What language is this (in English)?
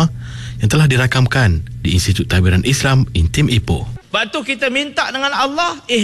Malay